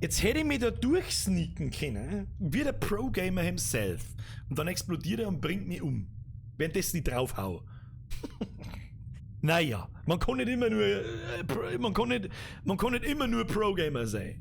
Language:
Bavarian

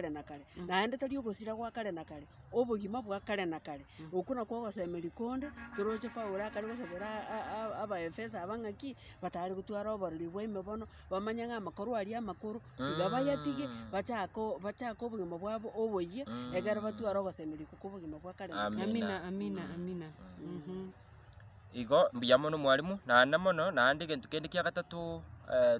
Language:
Gusii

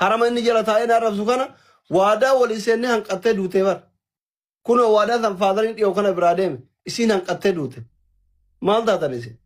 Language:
Oromo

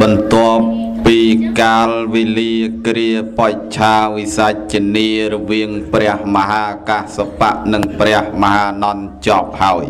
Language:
Khmer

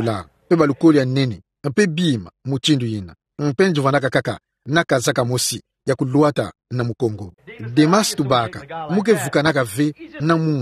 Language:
Kituba (Democratic Republic of Congo)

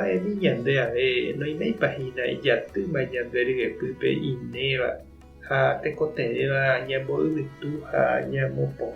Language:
Guarani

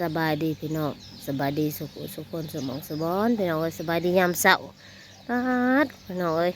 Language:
Northeastern Thai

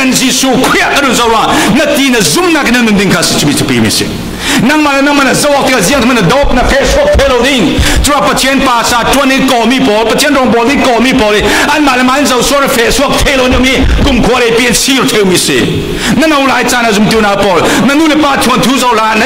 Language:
Falam Chin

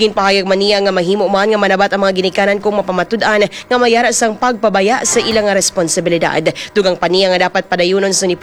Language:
Hiligaynon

